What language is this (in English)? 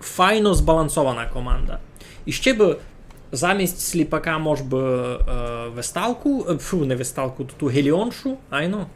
Rusyn